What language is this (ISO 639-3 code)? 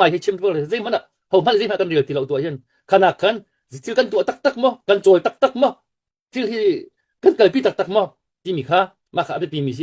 cnh